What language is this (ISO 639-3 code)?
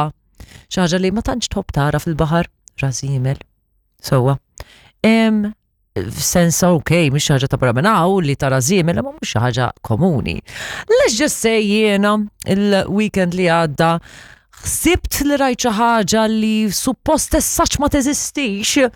mlt